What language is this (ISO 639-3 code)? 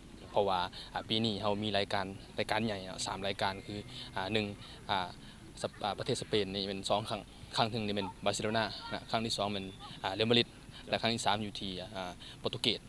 lao